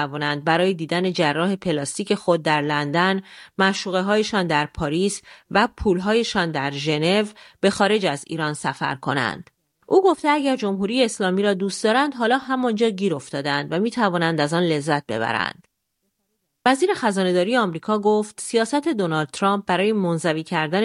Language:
Persian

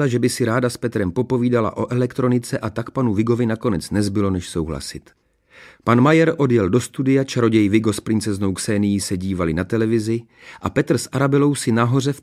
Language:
Czech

